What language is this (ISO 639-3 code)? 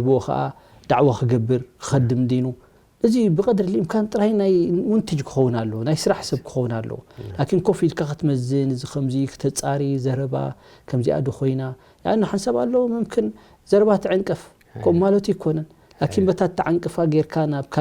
tir